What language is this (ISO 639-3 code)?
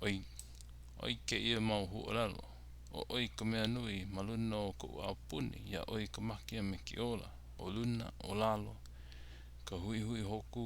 haw